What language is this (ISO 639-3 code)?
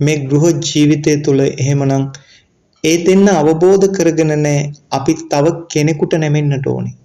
sin